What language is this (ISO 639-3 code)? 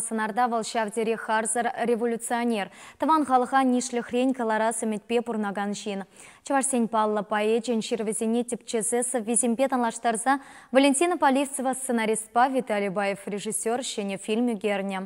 chv